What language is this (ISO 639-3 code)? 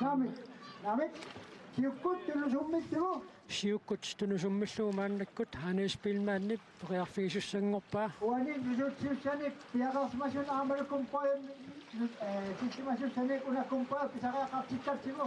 kal